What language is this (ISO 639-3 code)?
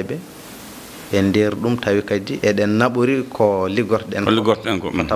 ful